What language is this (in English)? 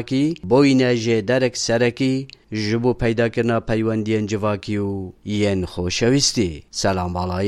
Kurdish